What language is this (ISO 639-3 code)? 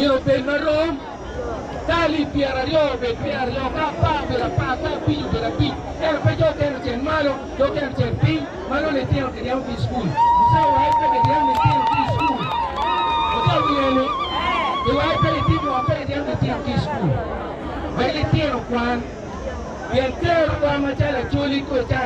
ach